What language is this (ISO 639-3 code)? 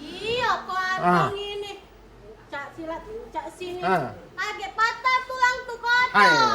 mui